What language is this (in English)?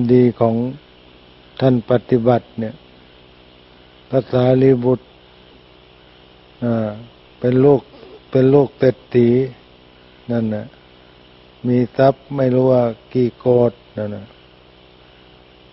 Thai